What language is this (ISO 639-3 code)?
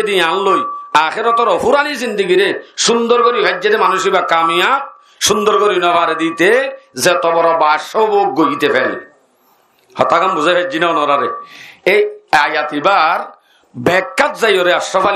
rhg